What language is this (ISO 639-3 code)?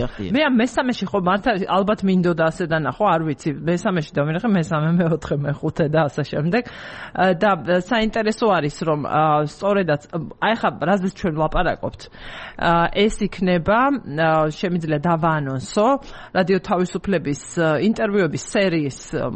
kat